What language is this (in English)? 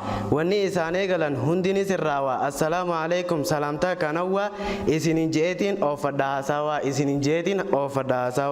Oromo